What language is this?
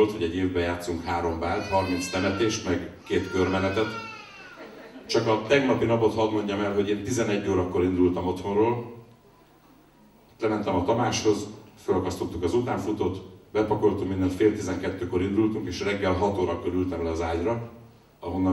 Hungarian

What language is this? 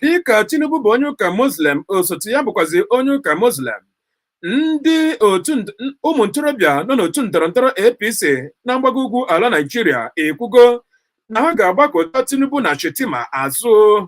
Igbo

